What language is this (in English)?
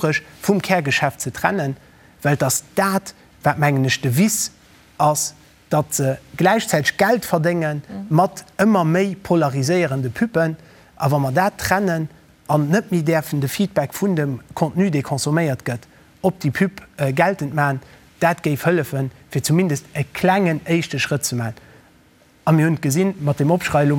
Luxembourgish